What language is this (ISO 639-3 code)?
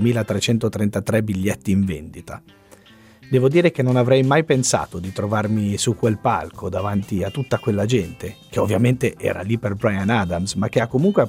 ita